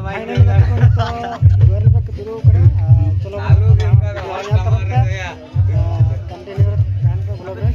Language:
Santali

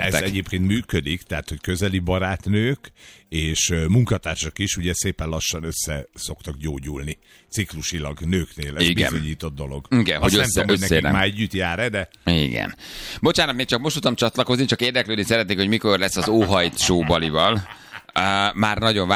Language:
Hungarian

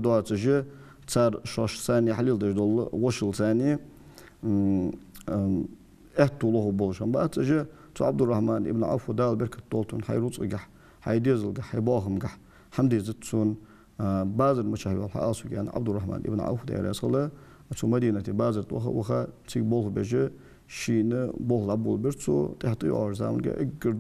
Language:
Ingush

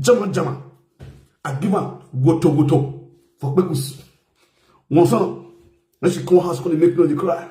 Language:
Nigerian Pidgin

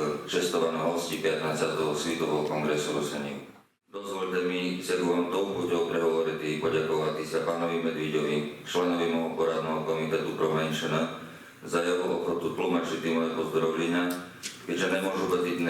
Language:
Rusyn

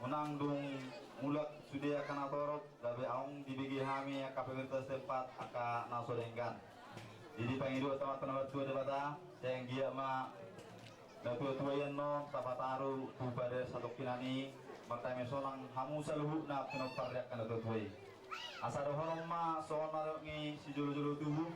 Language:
Batak Toba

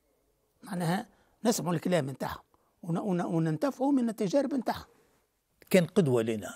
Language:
Tunisian Arabic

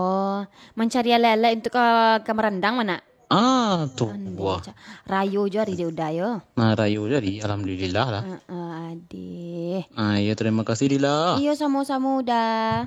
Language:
Minangkabau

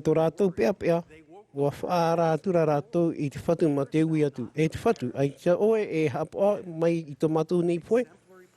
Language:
Tahitian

